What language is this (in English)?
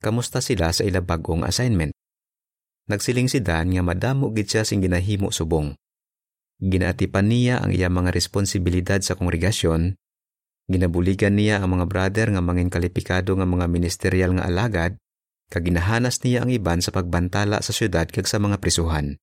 Hiligaynon